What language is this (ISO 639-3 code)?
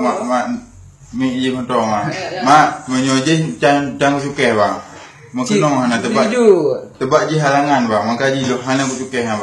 ace